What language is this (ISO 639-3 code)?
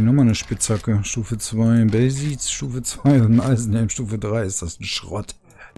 deu